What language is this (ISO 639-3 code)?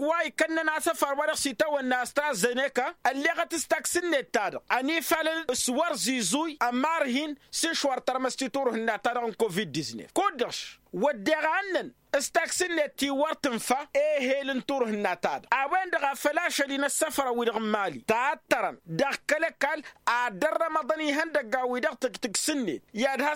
taq